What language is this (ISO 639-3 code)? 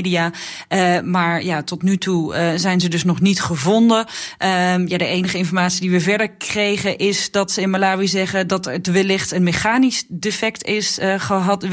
nld